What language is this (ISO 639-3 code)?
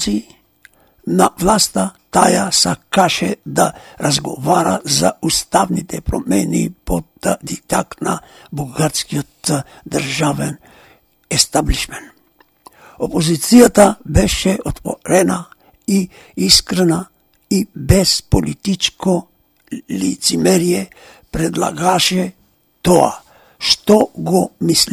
mkd